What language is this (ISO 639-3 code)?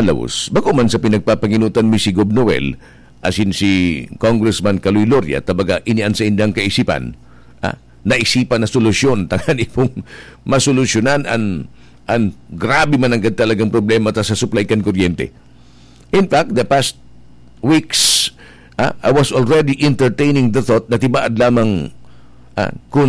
bik